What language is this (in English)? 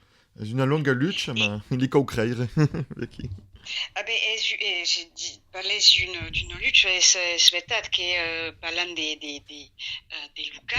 Occitan